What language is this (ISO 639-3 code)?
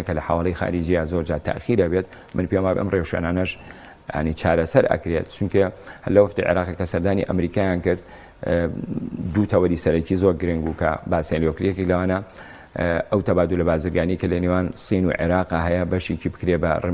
ckb